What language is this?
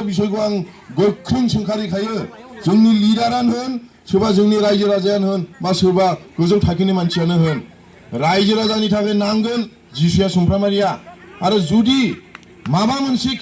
Bodo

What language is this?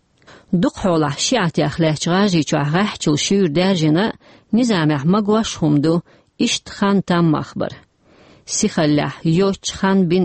Chechen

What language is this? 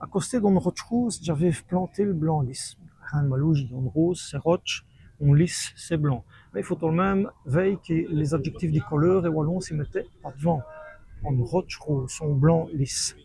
Walloon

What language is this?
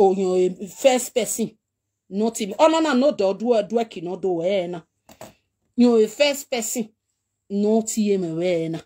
Nigerian Pidgin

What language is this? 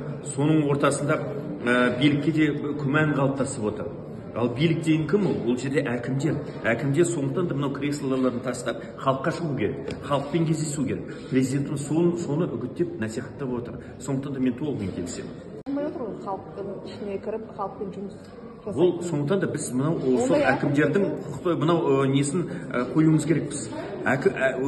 Kazakh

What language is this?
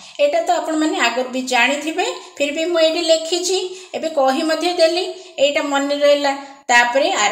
Odia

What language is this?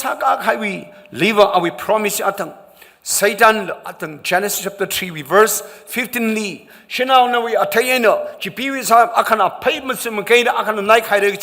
Tangkhul Naga (India)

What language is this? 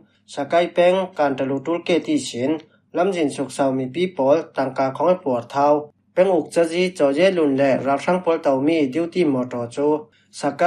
Falam Chin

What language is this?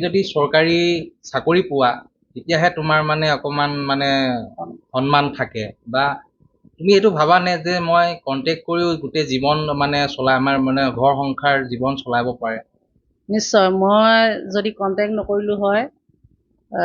Assamese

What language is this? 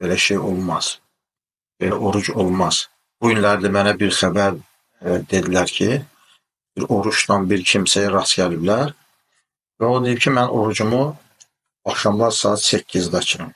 Azerbaijani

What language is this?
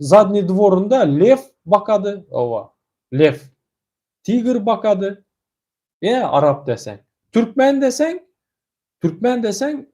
Turkmen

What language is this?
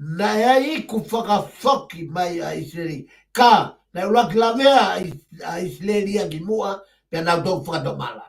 Tongan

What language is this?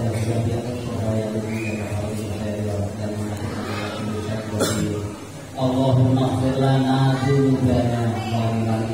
Javanese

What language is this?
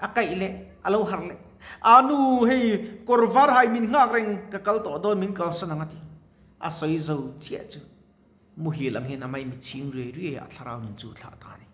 Mizo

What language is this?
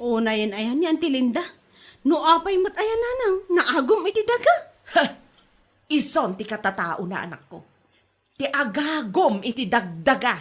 Iloko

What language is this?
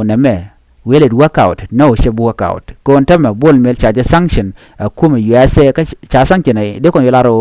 Nuer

